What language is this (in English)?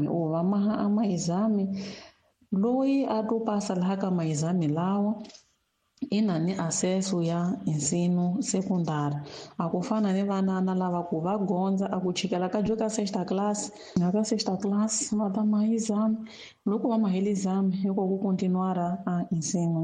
Tsonga